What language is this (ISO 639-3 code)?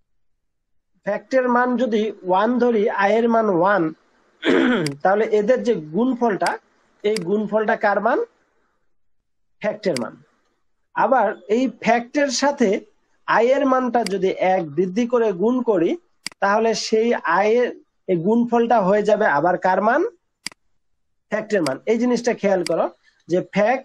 ben